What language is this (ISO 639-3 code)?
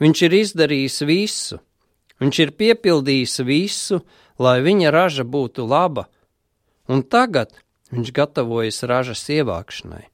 lav